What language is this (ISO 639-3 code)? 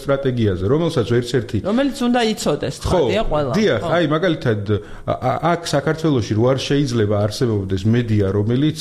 kat